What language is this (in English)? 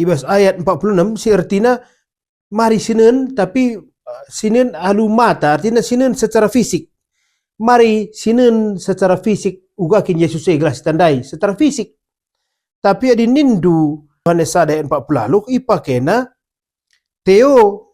Batak Karo